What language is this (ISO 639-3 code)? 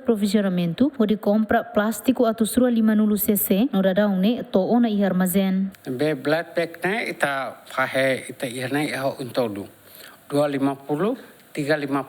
tet